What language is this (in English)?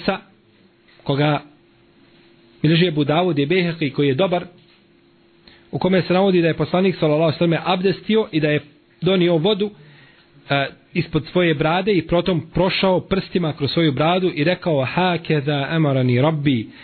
Bosnian